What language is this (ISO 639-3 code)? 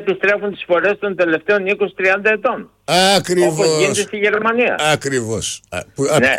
ell